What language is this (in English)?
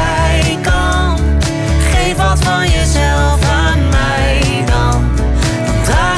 Dutch